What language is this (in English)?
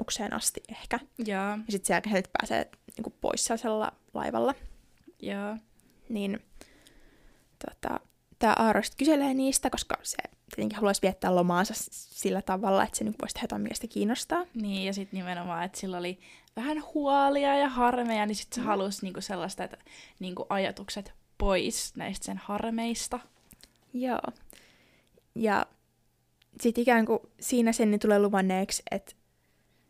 Finnish